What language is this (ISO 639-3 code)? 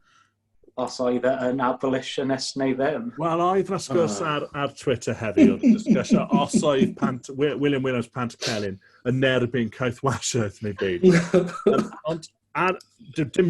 cym